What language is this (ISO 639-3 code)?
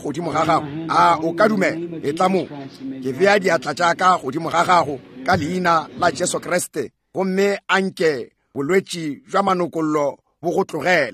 nso